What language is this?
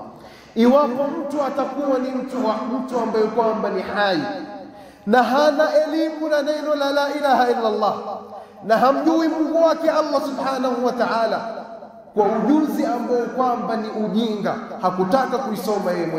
Swahili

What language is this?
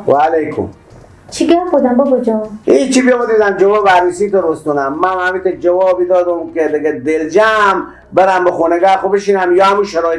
Persian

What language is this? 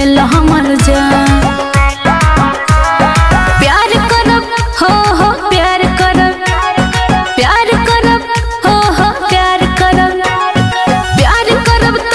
Bhojpuri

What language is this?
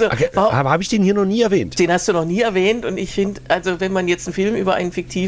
German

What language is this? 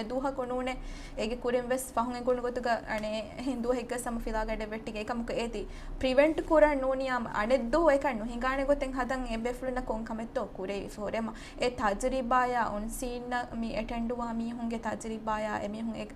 Divehi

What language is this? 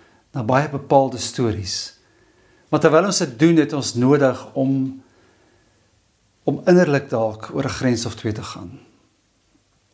Afrikaans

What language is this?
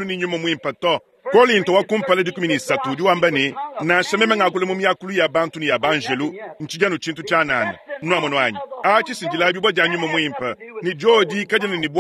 Luba-Lulua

